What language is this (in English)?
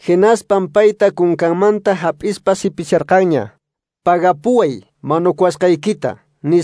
Quechua